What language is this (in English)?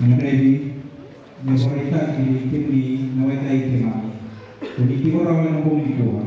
Fijian